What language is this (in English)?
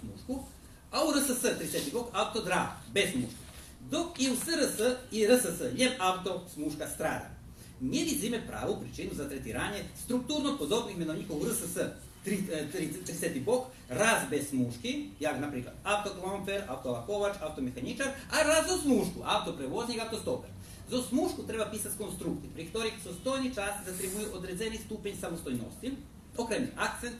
Rusyn